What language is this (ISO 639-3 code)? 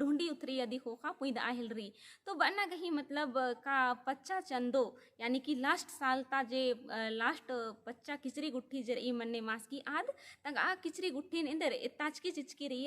kru